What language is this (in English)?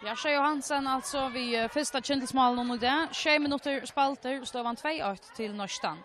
Faroese